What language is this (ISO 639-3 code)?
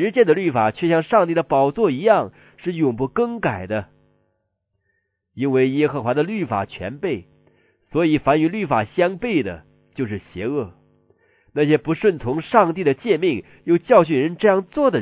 zho